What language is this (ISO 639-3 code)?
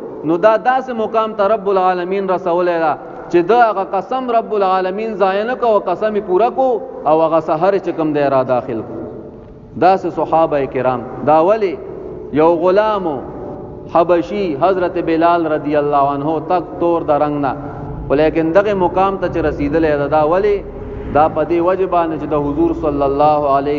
pus